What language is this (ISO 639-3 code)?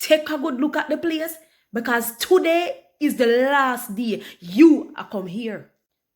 jam